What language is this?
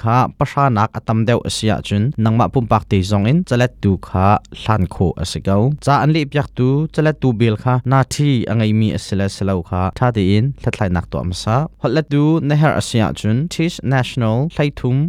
Hakha Chin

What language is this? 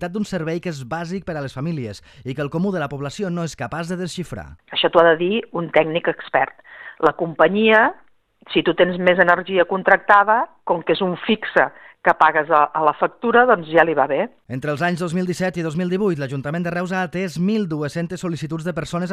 Catalan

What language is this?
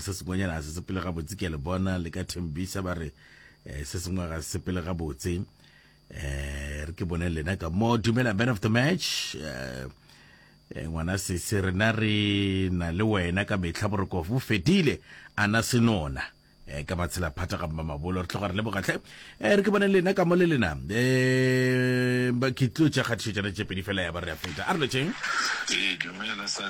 Northern Sotho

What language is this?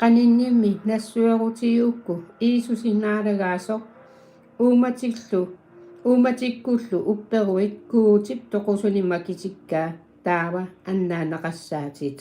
Kalaallisut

